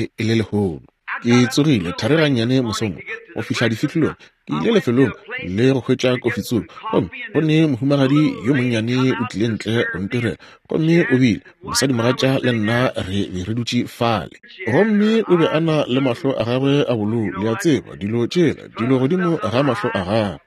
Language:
Northern Sotho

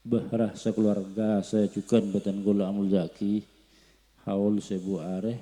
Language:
Madurese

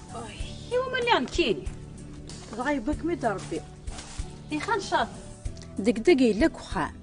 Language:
Kabyle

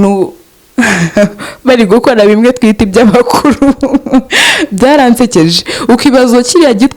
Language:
Kinyarwanda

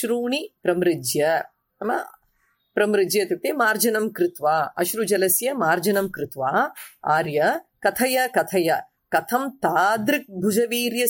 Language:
Sanskrit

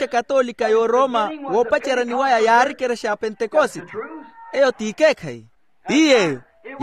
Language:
Makhuwa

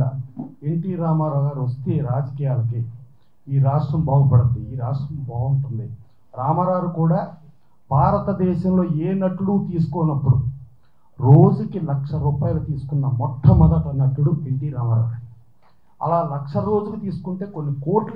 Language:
Telugu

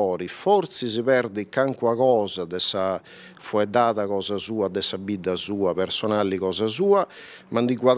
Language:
Sardinian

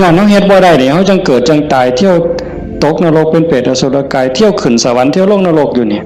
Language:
Northeastern Thai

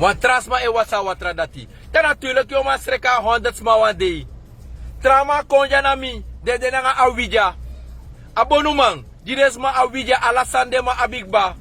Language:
Sranan Tongo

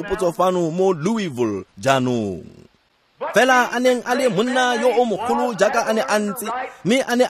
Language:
Tswana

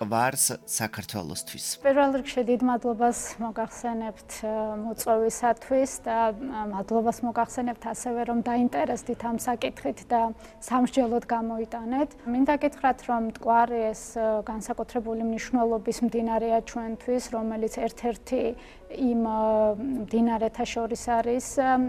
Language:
Georgian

